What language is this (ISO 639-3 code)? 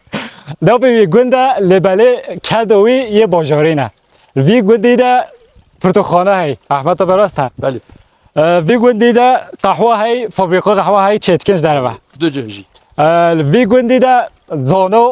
kur